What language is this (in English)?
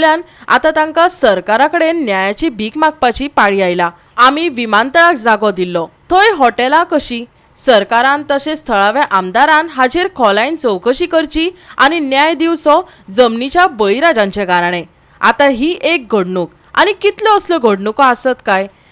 Konkani